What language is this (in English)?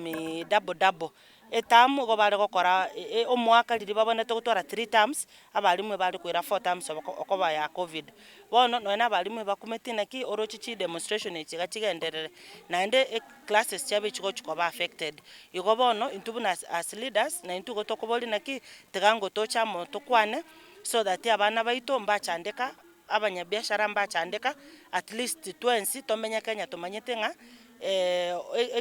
Gusii